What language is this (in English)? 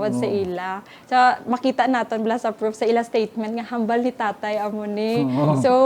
Hiligaynon